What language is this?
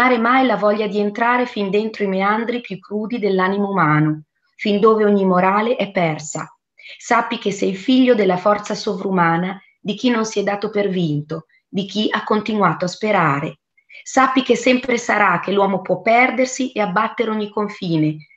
Italian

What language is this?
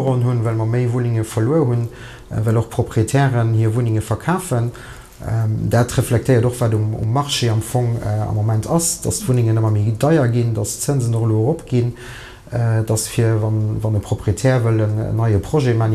Luxembourgish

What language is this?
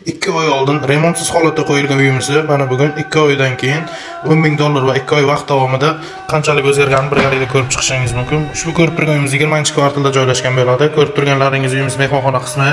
Uzbek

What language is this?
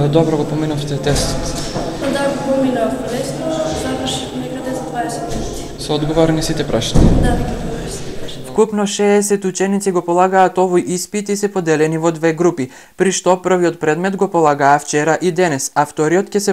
Macedonian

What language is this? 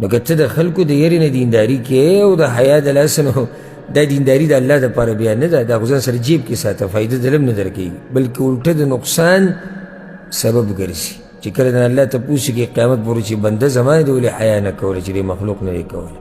Pashto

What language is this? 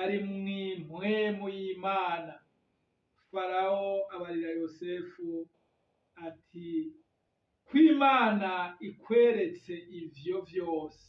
Rundi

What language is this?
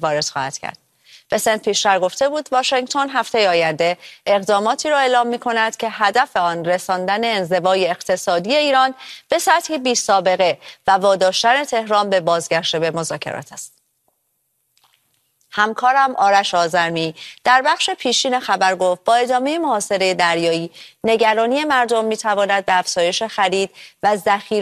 Persian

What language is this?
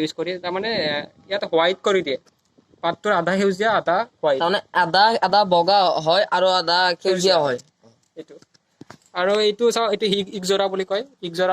Assamese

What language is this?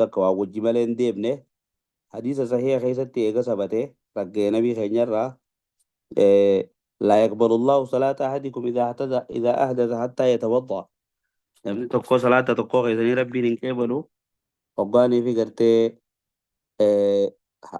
Oromo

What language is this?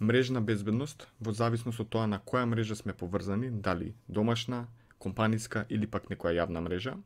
Macedonian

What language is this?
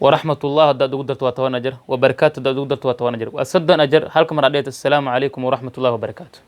Somali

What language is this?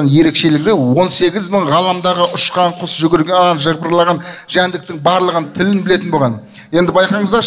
Kazakh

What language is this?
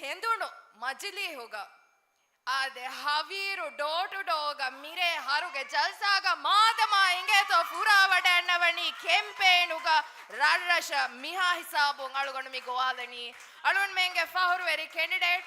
Divehi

